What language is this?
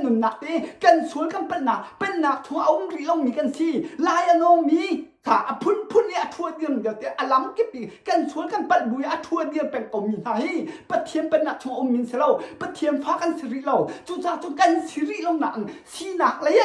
Hakha Chin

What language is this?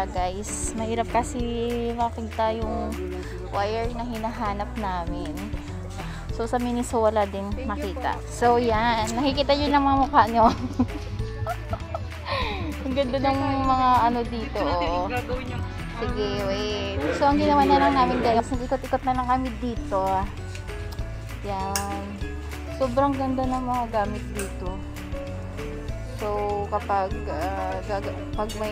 Filipino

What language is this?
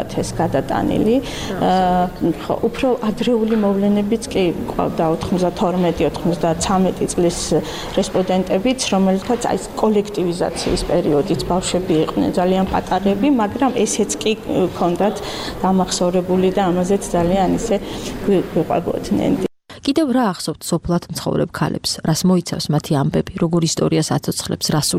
Georgian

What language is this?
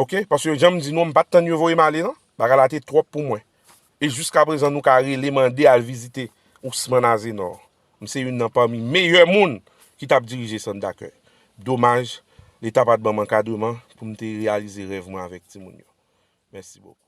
Haitian Creole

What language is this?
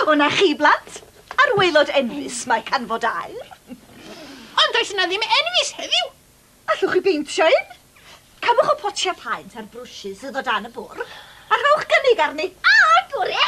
Welsh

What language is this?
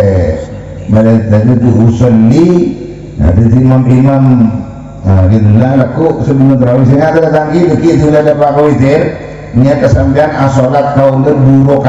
Madurese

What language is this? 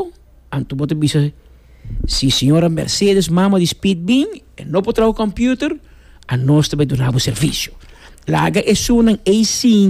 Papiamento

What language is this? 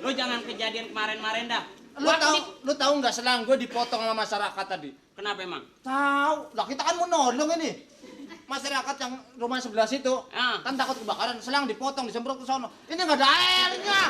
Betawi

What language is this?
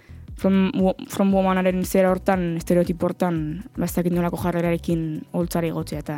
Basque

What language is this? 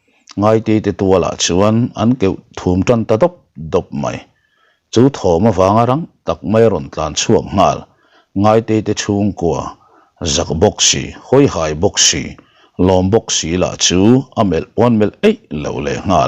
Mizo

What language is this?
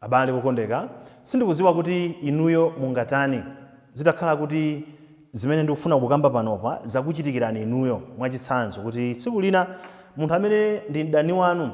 Nyanja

